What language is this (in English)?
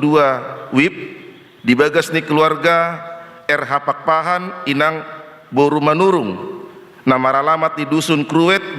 Batak Toba